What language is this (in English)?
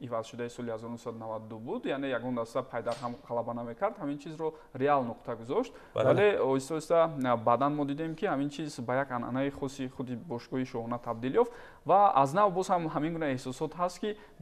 Tajik